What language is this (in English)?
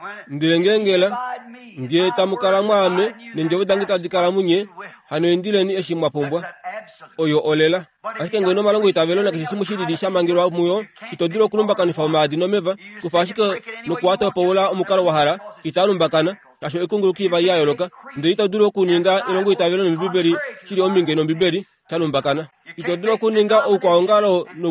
Kuanyama